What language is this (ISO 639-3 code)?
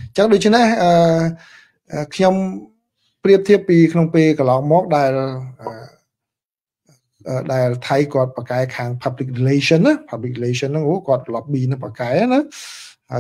khm